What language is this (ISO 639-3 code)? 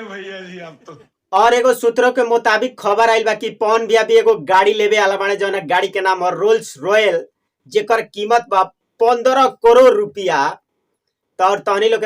bho